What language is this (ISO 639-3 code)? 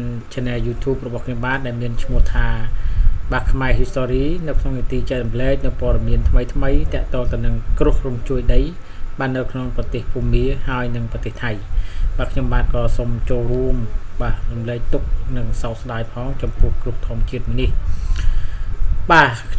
khm